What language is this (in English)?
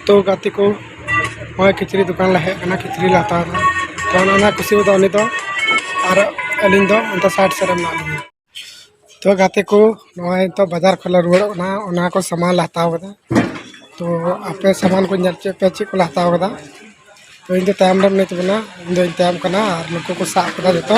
Santali